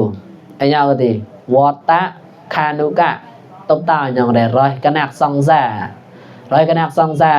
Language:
Mon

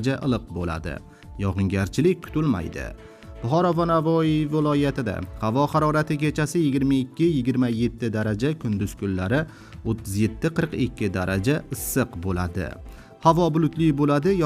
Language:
Uzbek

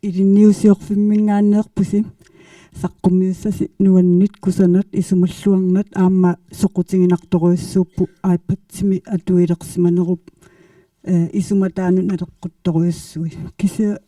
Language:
Kalaallisut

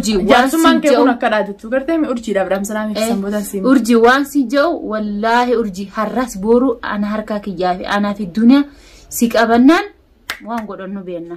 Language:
Oromo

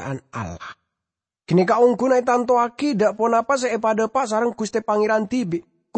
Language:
Madurese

